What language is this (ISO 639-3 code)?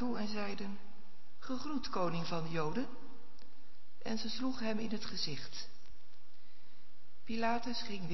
nld